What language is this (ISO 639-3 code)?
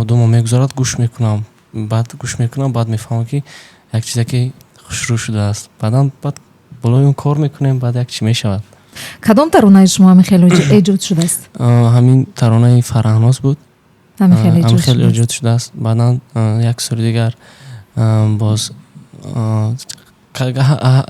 tgk